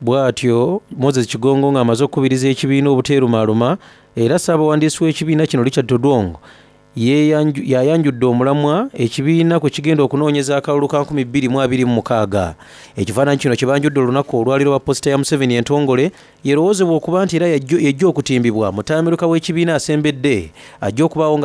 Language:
Soga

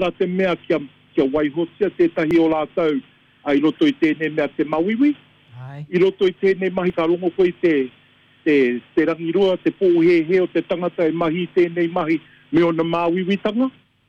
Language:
Māori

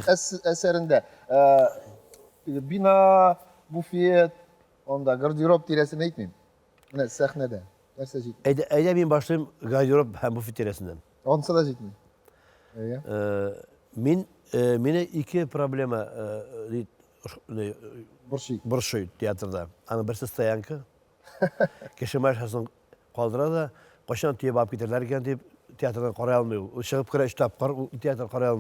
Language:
Tatar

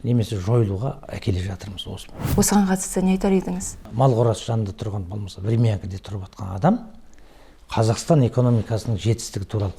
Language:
Kazakh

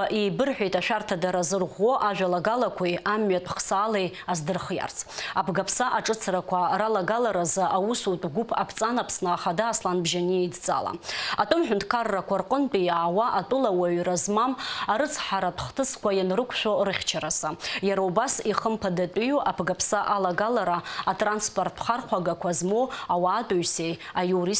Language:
Abkhazian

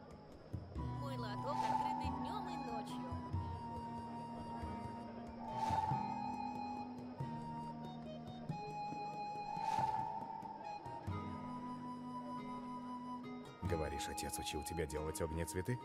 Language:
Russian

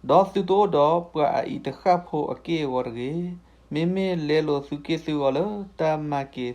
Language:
S'gaw Karen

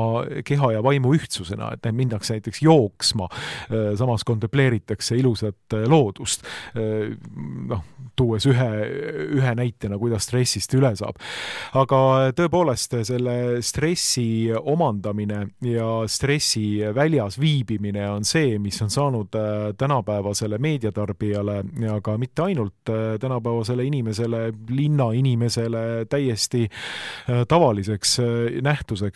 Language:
Estonian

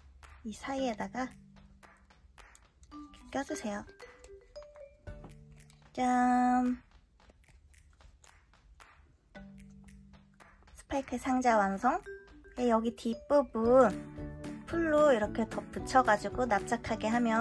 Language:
Korean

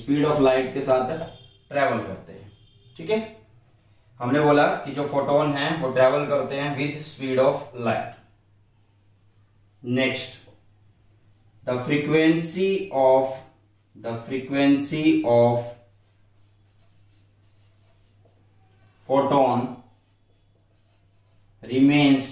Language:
Hindi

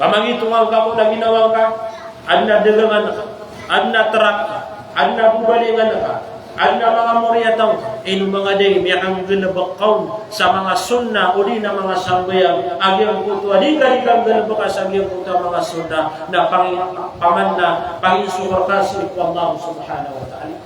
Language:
Maranao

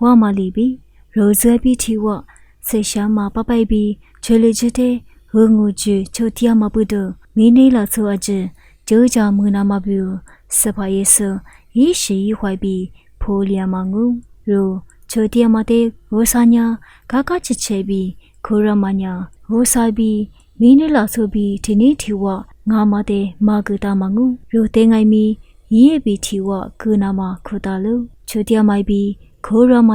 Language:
Lisu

